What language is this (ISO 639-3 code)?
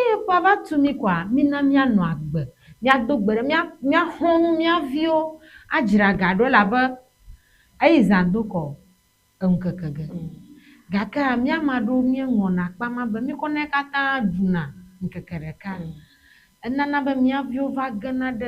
ewe